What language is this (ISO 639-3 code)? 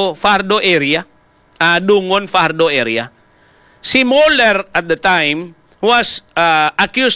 hil